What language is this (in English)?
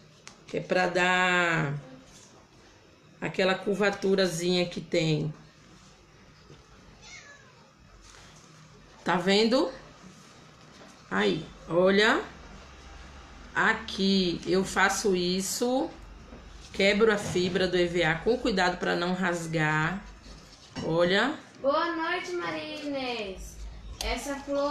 Portuguese